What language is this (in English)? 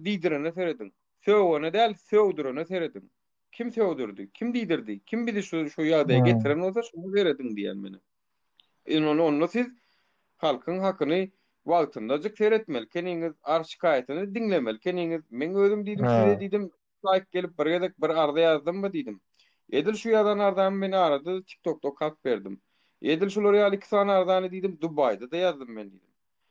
Turkmen